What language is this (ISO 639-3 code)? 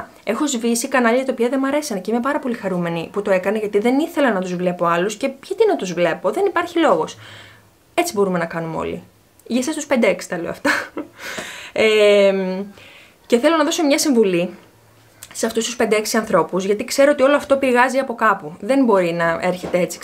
ell